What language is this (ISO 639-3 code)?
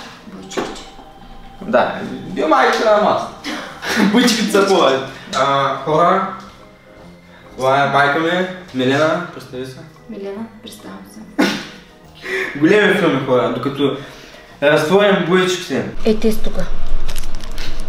bul